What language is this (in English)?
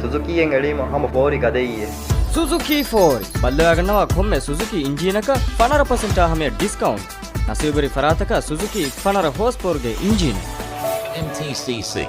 Divehi